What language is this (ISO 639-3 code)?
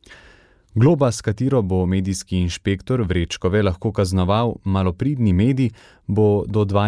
slv